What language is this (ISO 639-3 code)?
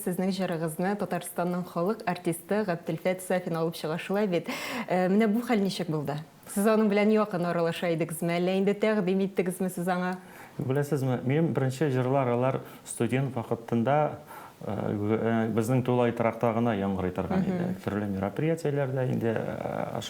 tat